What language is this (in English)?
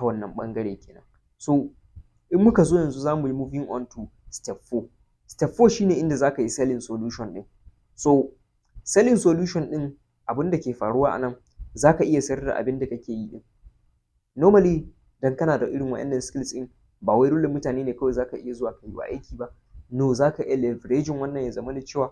Hausa